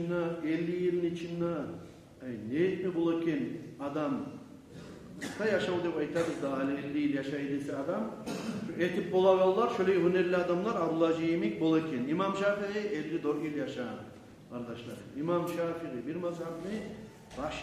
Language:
Kumyk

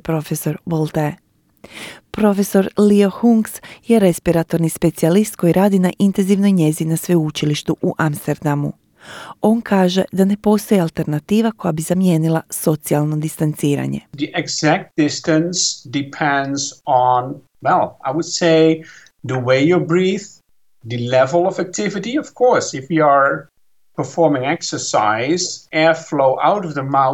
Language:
Croatian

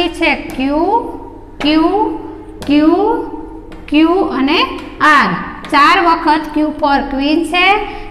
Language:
Gujarati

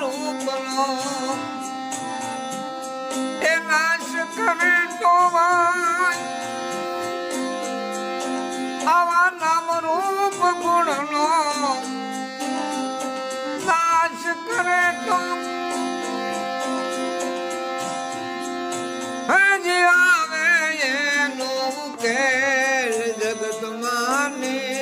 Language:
Gujarati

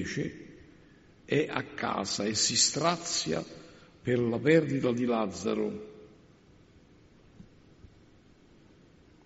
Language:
Italian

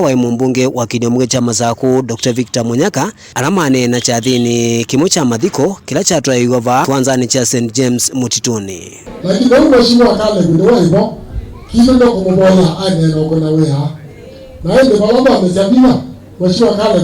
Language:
Kamba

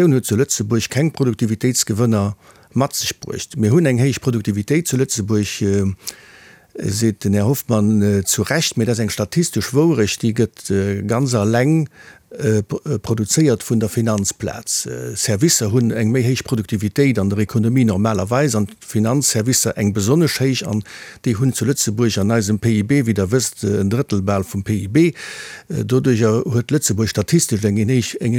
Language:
Luxembourgish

